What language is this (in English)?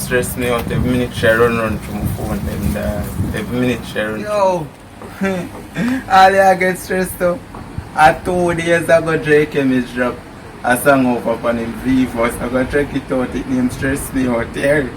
Jamaican Creole English